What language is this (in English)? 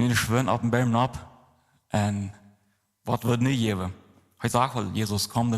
Plautdietsch